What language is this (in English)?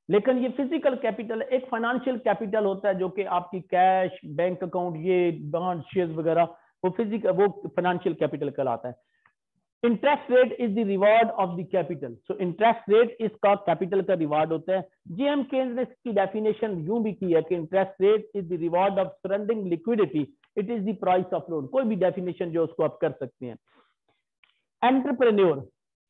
Hindi